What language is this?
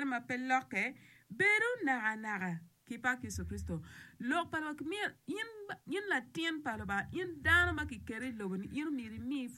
Acoli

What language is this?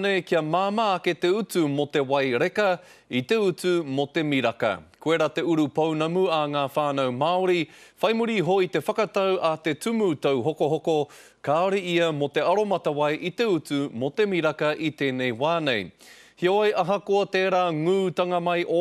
Māori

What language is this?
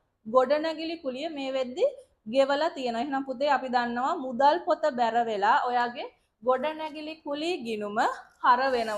Sinhala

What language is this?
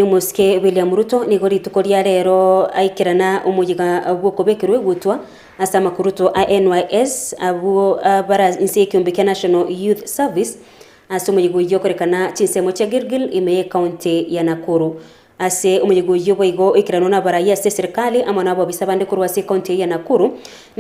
Gusii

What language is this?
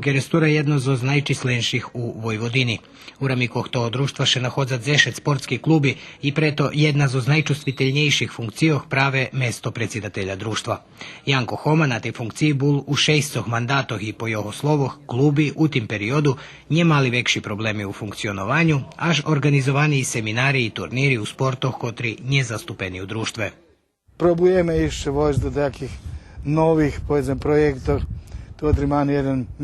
Rusyn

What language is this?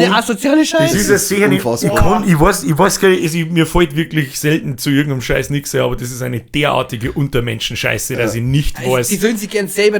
Bavarian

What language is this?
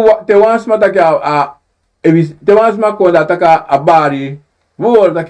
Sranan Tongo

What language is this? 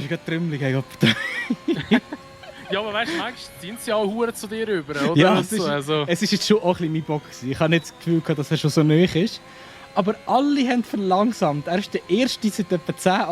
Swiss German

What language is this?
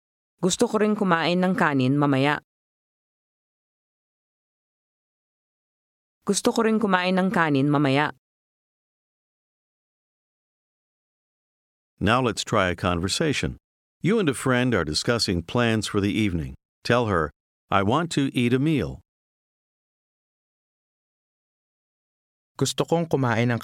Filipino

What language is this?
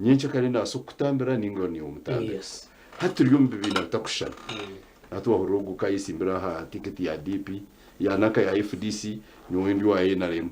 Nyankole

